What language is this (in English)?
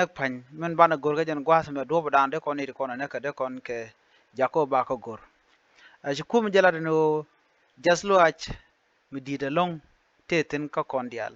Nuer